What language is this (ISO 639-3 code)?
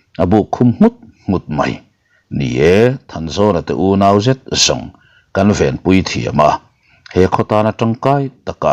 lus